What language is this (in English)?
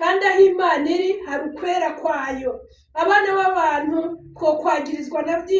Rundi